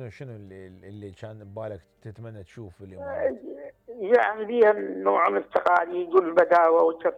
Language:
Mesopotamian Arabic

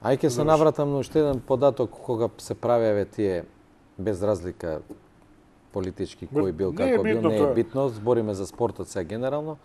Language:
Macedonian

